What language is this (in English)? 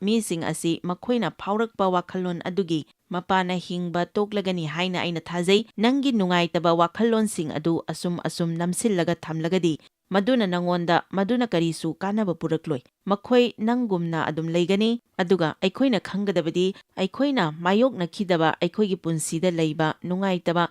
Manipuri